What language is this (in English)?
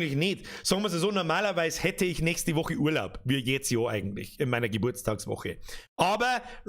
Bavarian